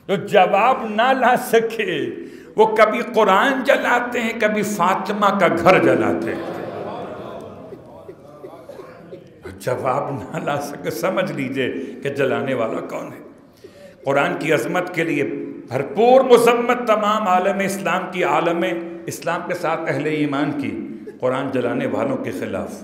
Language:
Urdu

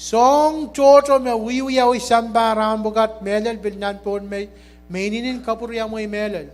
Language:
Pohnpeian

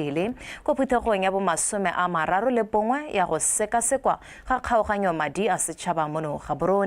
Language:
Tswana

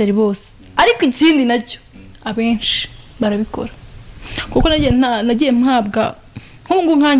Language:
Kinyarwanda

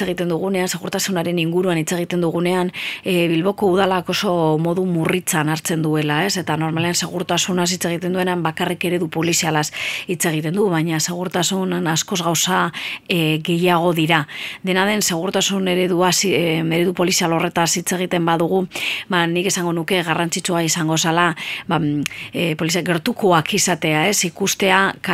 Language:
Basque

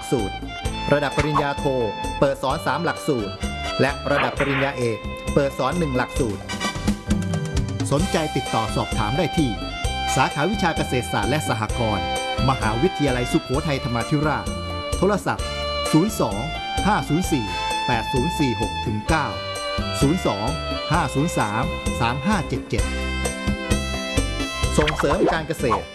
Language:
Thai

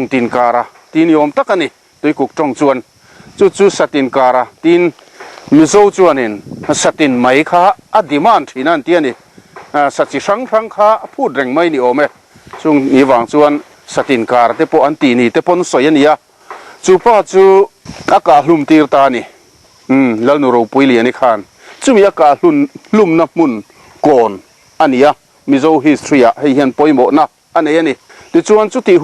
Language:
Mizo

